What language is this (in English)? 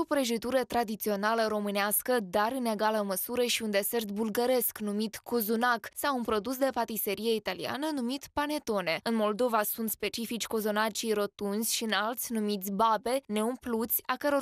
Romanian